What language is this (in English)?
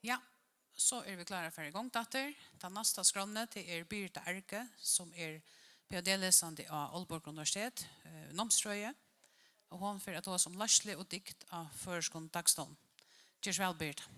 Faroese